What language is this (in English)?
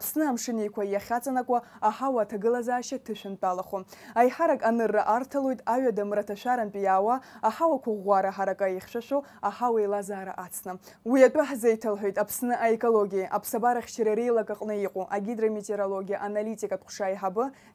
Abkhazian